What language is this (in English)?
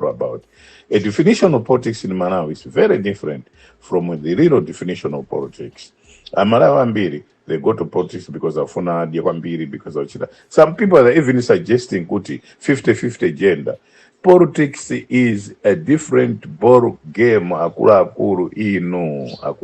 Nyanja